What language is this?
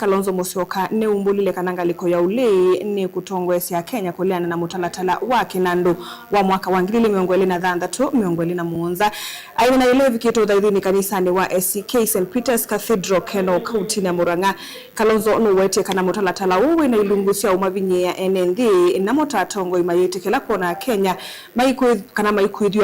Kamba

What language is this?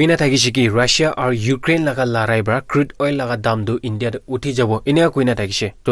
Naga Pidgin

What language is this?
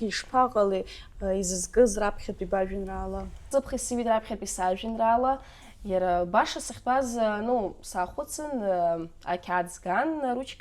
Abkhazian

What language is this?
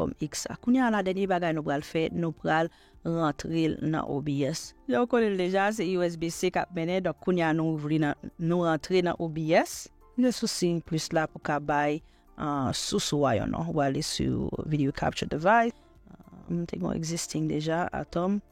Haitian Creole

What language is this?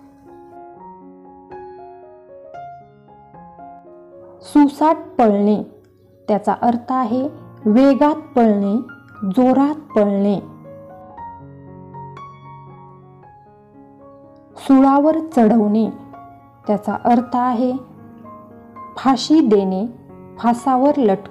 Marathi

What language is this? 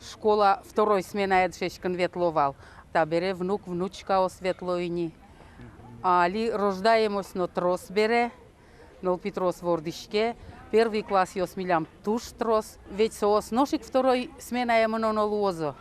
Udmurt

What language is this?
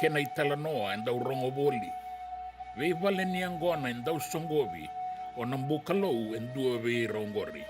Fijian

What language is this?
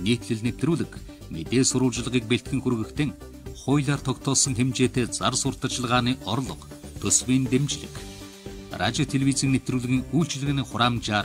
Mongolian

